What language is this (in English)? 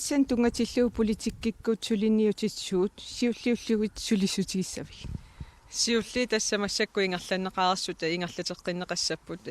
Kalaallisut